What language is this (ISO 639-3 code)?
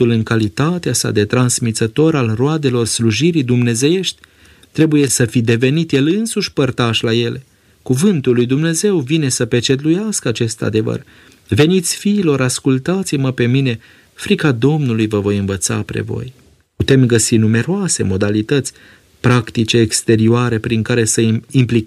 ron